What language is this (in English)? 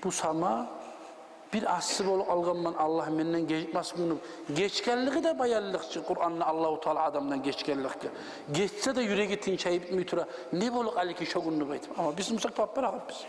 Kumyk